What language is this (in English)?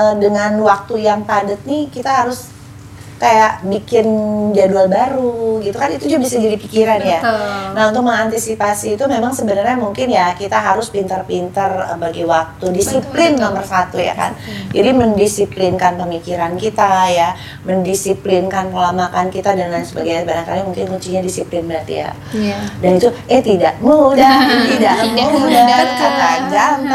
Indonesian